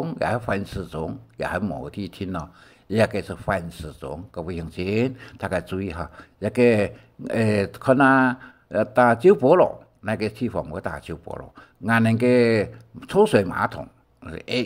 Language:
Hakka Chinese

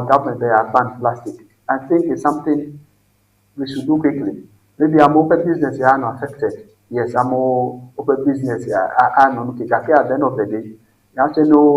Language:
Ewe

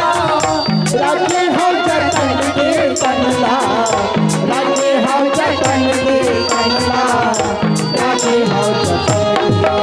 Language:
Chhattisgarhi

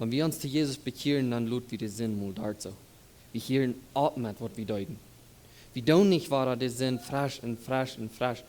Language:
Plautdietsch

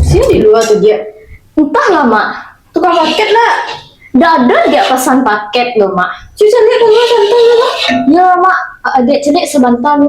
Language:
Minangkabau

